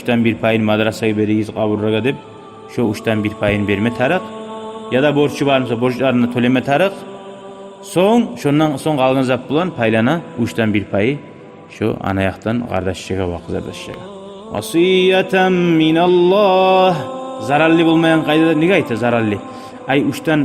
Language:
Kumyk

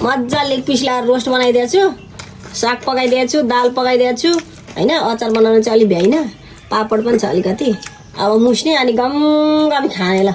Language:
Nepali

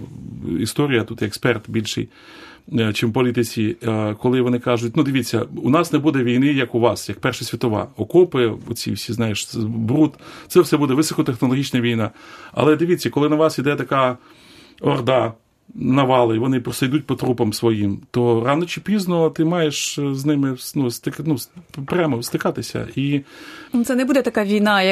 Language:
Ukrainian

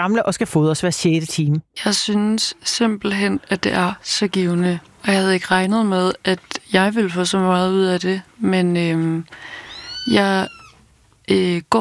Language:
Danish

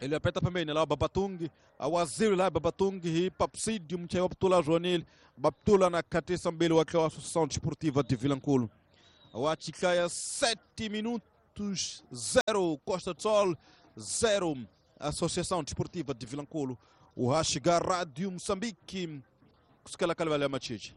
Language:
Tsonga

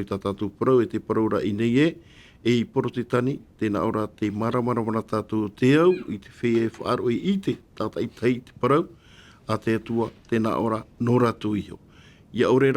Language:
Tahitian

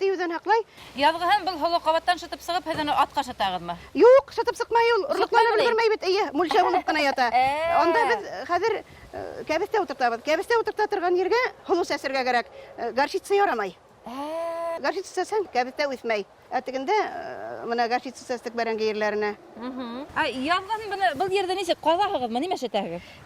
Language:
Bashkir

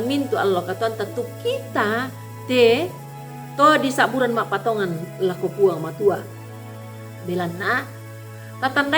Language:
Toraja-Sa'dan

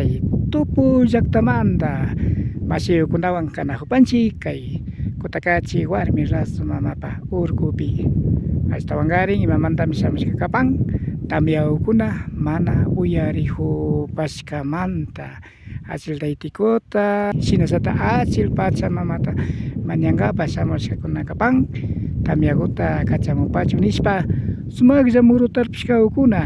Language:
Imbabura Highland Quichua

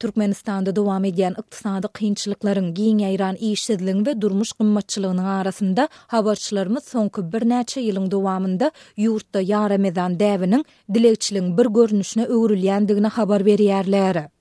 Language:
Turkmen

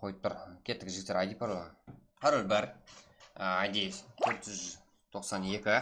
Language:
Kara-Kalpak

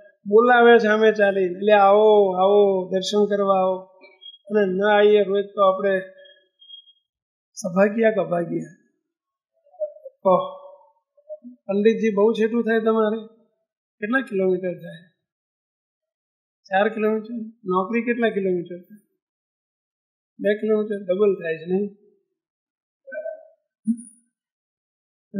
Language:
Gujarati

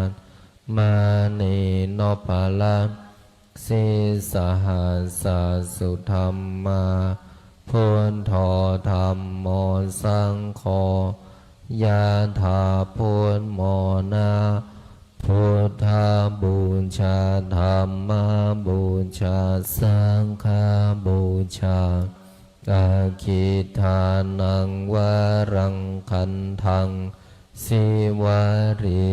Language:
Pali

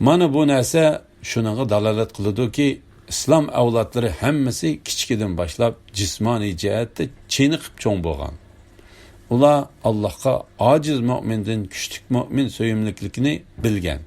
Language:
Uyghur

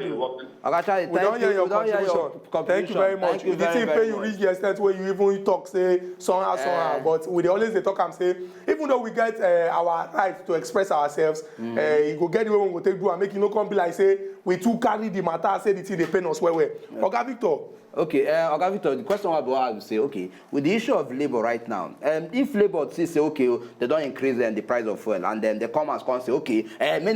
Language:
Nigerian Pidgin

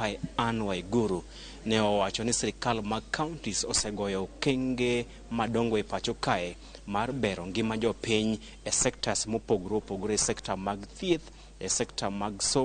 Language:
Luo (Kenya and Tanzania)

